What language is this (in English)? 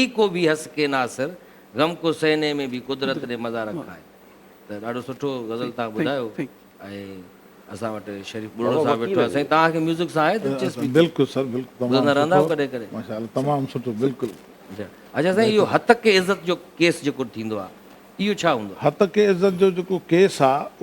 Sindhi